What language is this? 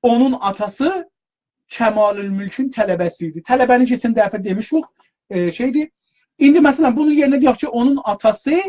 South Azerbaijani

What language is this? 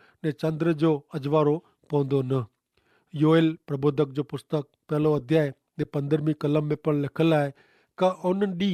Kachhi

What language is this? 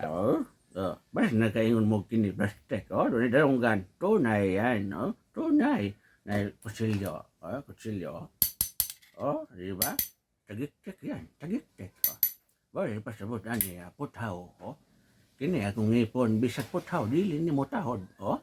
Cebuano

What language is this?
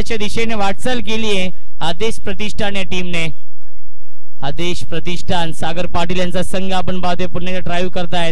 Marathi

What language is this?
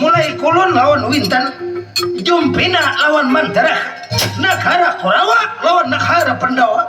Banjar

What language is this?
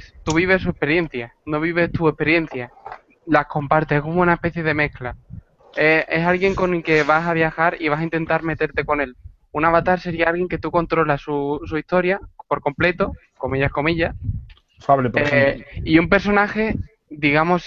Spanish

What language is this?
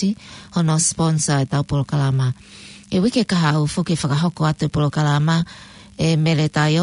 Tongan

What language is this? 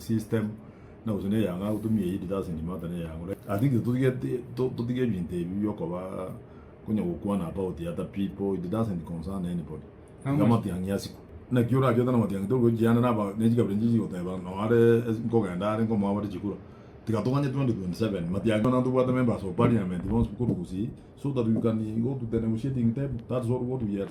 Gusii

